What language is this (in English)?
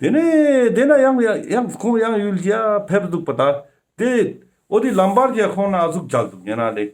Ladakhi